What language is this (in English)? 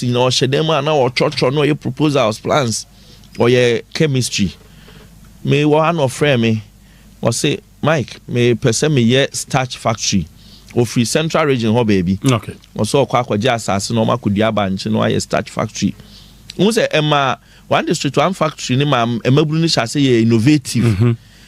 Akan